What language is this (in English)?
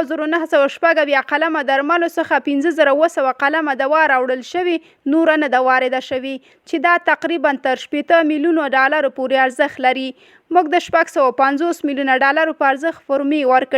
Pashto